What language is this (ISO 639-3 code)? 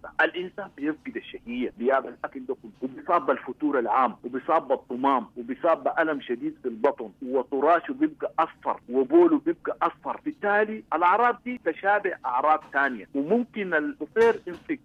apd